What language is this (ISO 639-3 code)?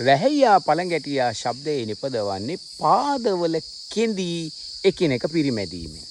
sin